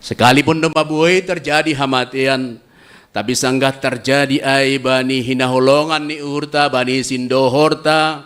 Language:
Batak Simalungun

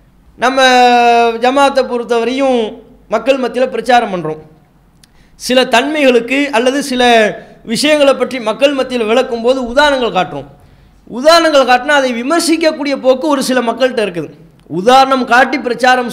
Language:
Tamil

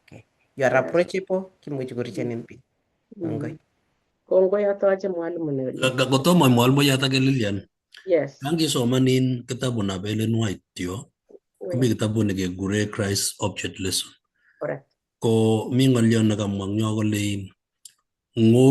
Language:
Kalenjin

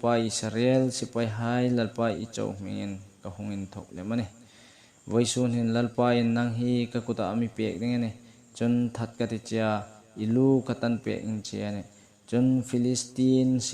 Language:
Hmar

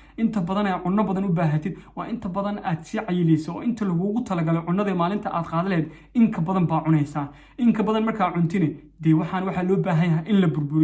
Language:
Somali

